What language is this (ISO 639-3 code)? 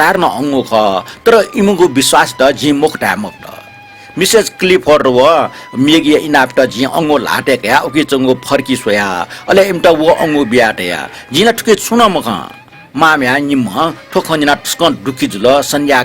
new